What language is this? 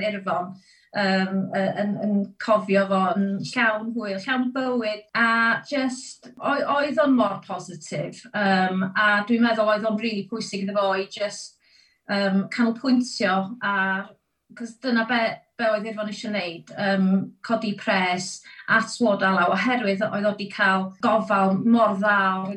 Welsh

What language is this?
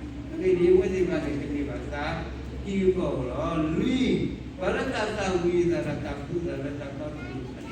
S'gaw Karen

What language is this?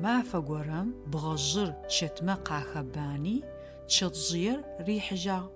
Adyghe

